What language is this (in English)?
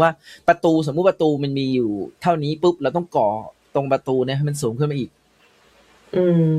Thai